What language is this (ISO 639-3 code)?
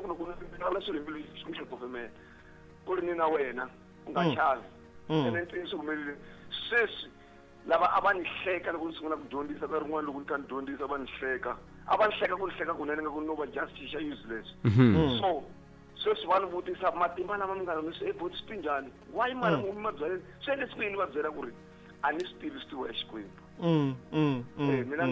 tso